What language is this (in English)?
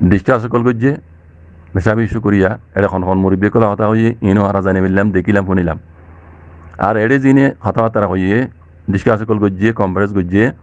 Rohingya